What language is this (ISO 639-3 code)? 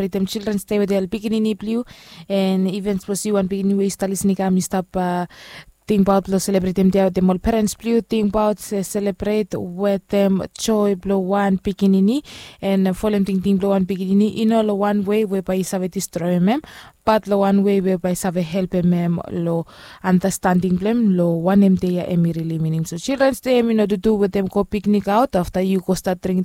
bis